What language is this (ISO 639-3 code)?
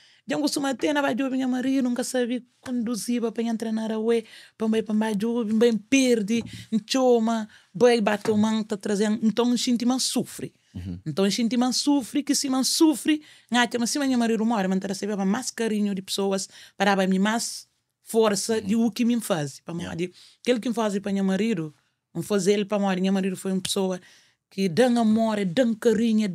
kea